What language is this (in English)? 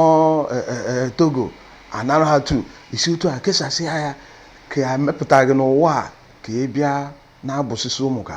Igbo